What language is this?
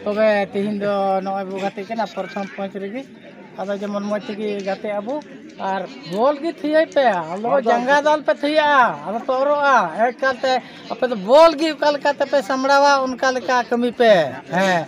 Santali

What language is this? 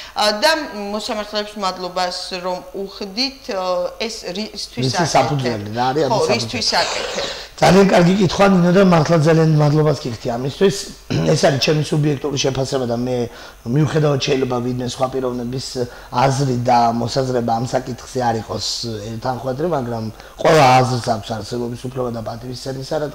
Georgian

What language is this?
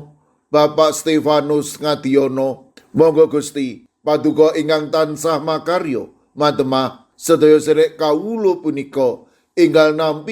Javanese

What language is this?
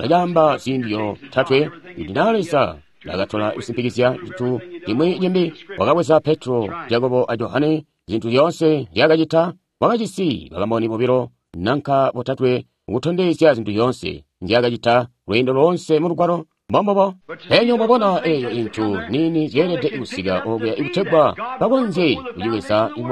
Tonga (Zambia)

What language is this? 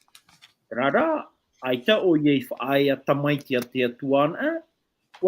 Tahitian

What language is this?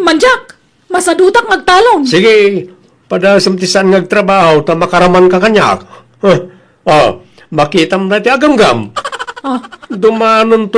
Iloko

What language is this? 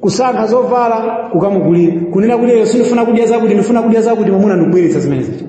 Nyanja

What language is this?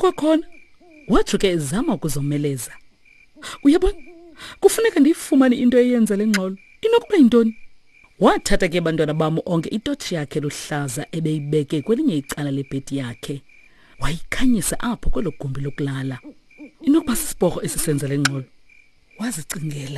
Xhosa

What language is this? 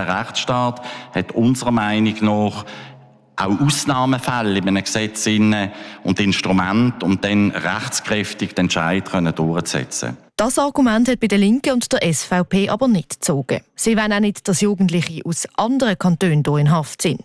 German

